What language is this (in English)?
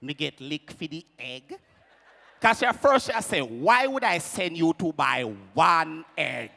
Jamaican Creole English